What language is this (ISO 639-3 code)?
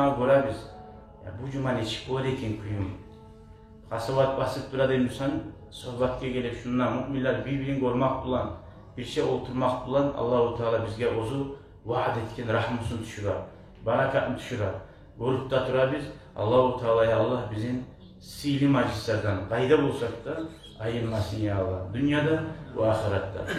kum